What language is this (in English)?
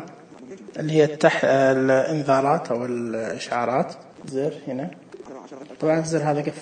Najdi Arabic